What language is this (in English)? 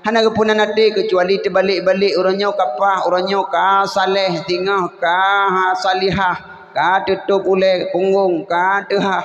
Achinese